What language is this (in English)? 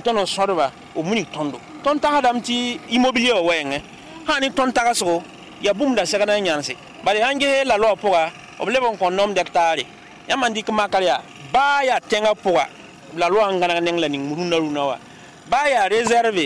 Mossi